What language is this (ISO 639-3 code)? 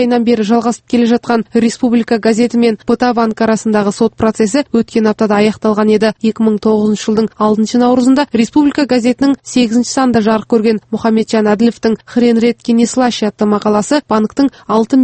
kaz